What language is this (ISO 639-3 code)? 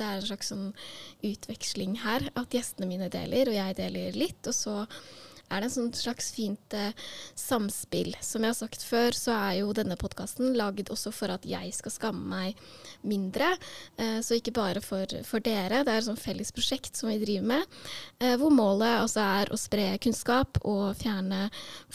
nor